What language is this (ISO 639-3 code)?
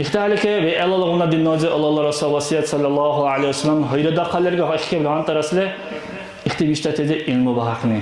dar